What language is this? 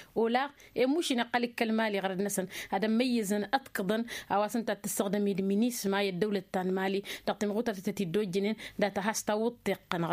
Tamasheq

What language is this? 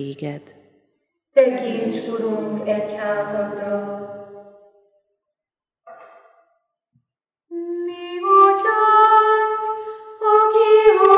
Hungarian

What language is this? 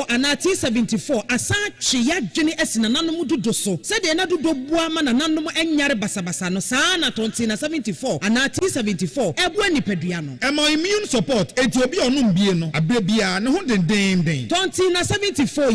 Akan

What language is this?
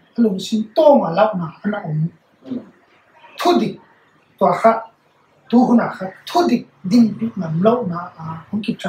Paite Chin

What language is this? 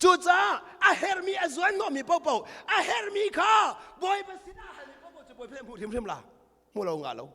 Hakha Chin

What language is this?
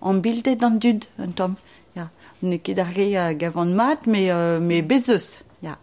Breton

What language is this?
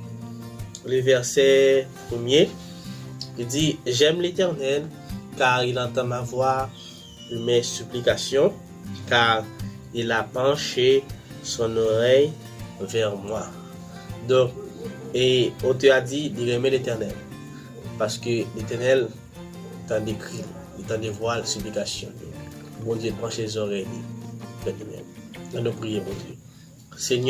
Haitian Creole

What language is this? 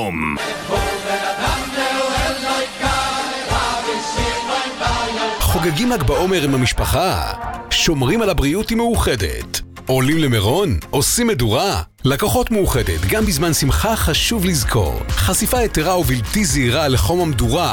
Hebrew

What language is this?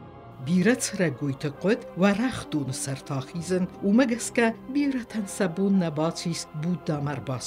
Ossetic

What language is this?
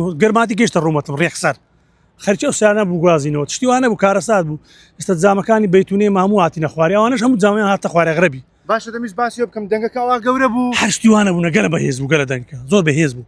Central Kurdish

